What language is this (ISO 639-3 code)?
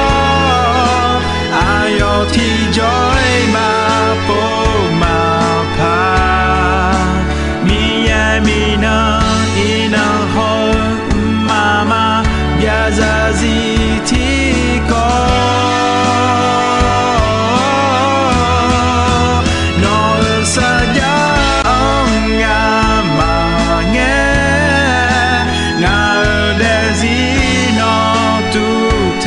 ahk